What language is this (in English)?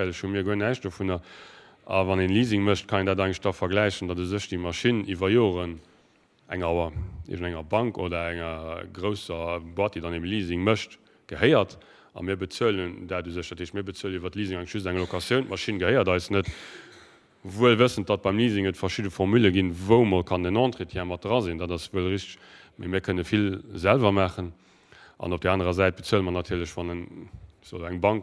Luxembourgish